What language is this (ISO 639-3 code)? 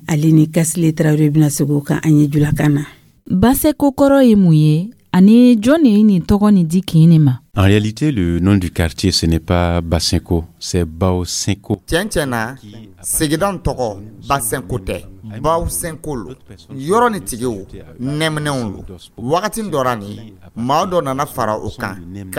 dyu